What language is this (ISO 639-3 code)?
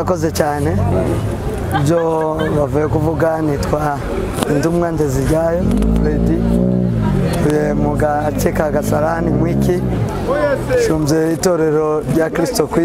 kin